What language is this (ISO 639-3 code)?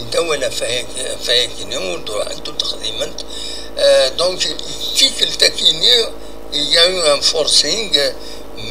kab